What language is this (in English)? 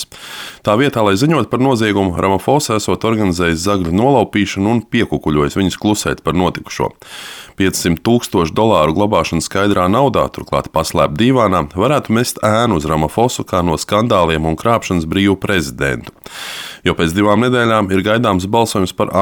Latvian